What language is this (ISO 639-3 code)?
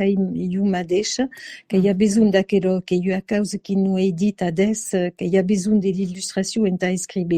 oci